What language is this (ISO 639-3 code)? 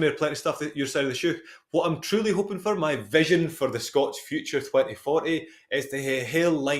sco